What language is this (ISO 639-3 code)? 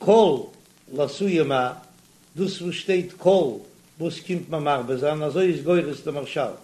yid